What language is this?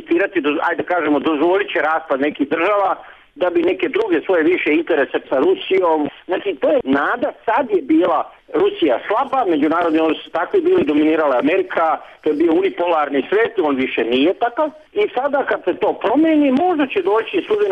Bosnian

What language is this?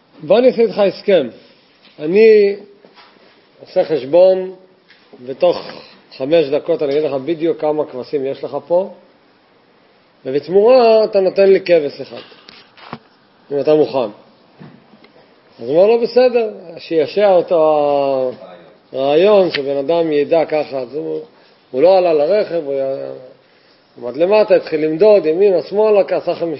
Hebrew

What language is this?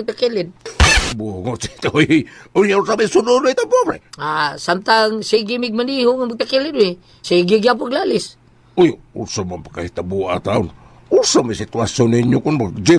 Cebuano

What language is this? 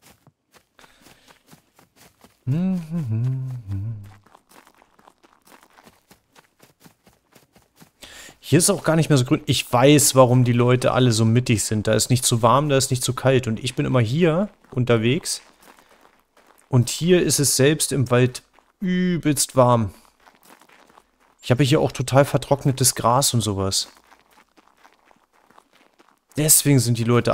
German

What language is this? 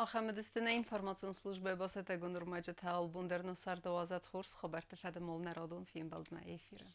Ossetic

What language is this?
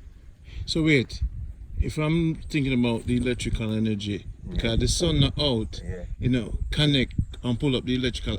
Jamaican Creole English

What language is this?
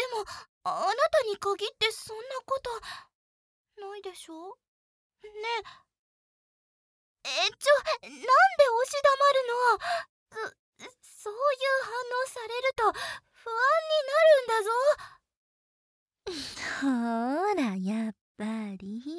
Japanese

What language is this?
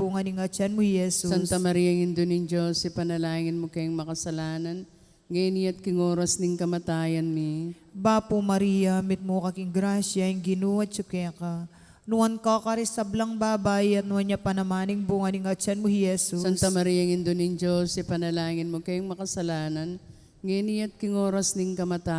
Pampanga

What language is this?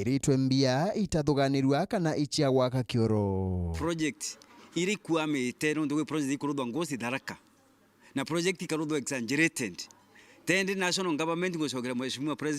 Meru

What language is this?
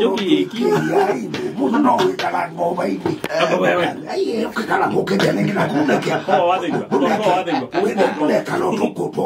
Kamba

